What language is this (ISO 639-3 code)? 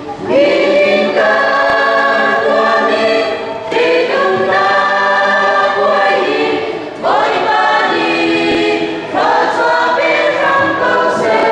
cnh